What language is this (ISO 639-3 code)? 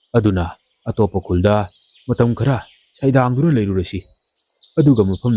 mni